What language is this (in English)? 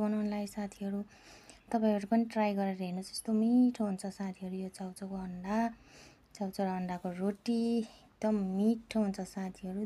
Nepali